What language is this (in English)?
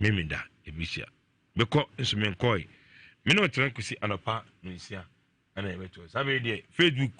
Akan